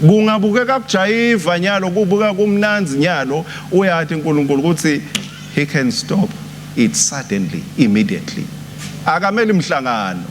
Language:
Swati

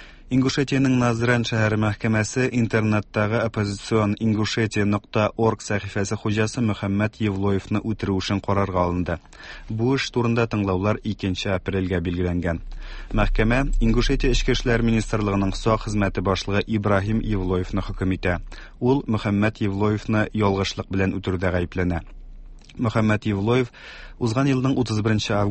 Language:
Tatar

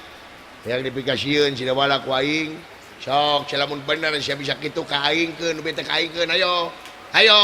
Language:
Sundanese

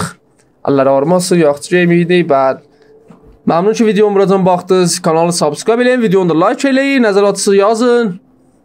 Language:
South Azerbaijani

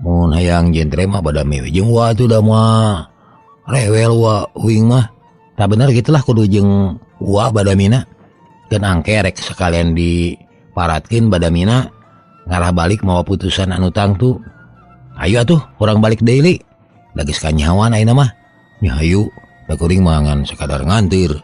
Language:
Sundanese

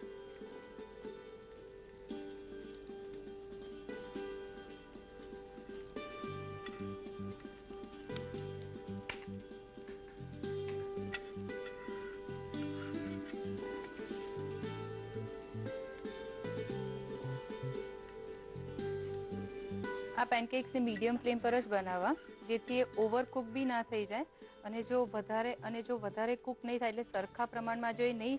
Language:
Gujarati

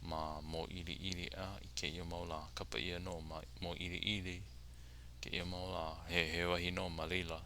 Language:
Hawaiian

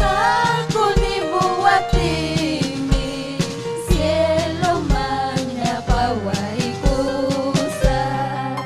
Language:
Ayacucho Quechua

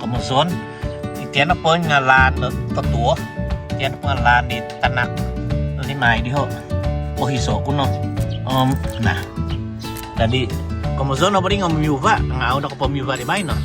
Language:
Central Dusun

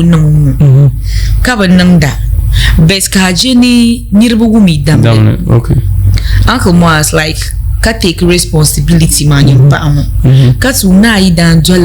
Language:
Dagbani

